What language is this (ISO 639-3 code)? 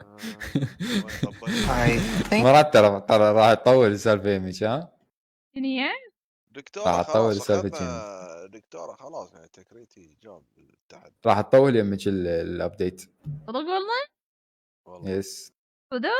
acm